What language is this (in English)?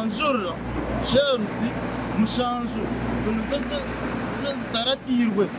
Nyankole